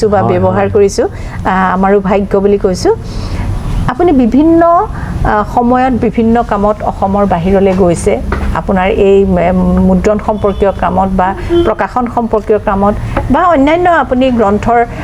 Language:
Assamese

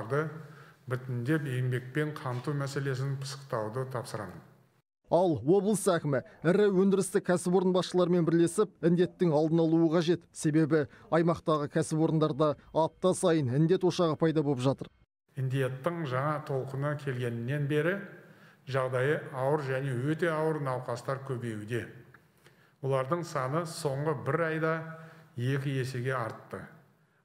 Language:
Kazakh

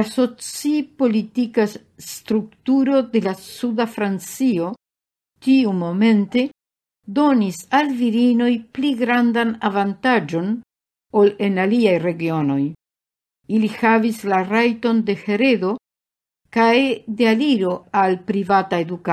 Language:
Esperanto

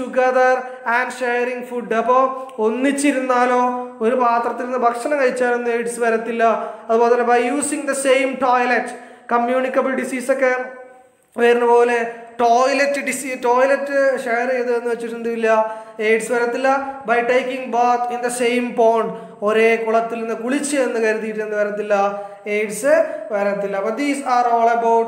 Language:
Malayalam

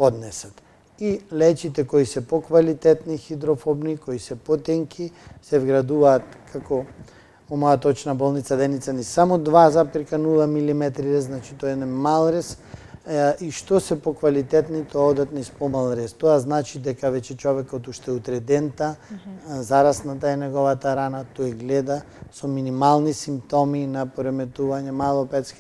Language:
Macedonian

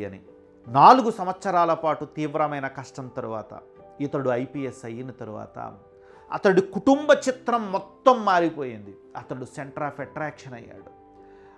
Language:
Telugu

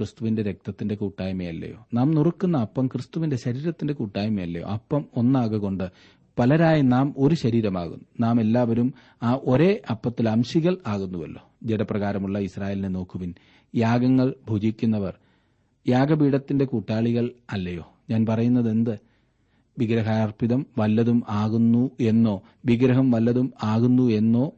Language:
Malayalam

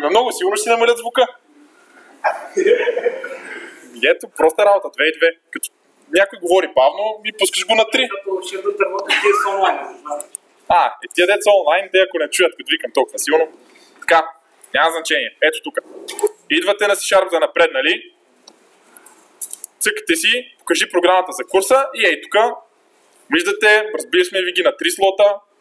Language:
Bulgarian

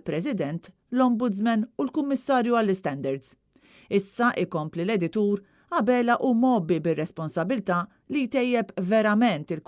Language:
Maltese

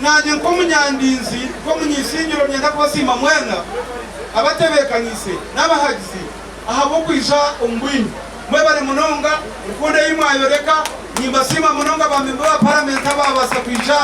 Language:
Nyankole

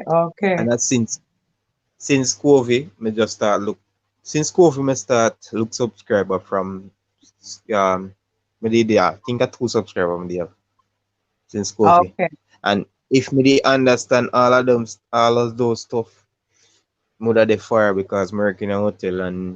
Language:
Jamaican Creole English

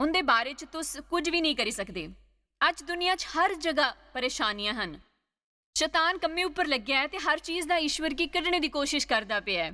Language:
Dogri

